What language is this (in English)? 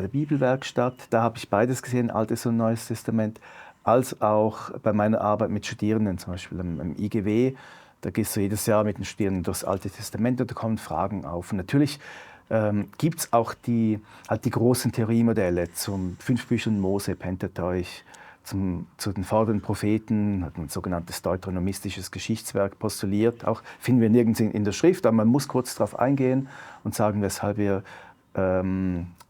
Swiss German